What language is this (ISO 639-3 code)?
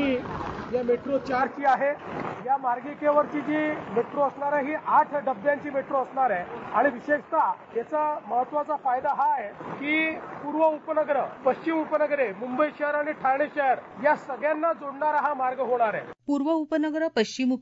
mar